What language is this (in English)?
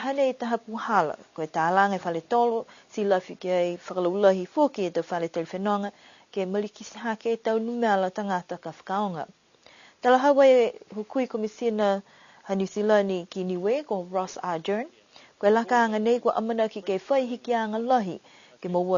Niuean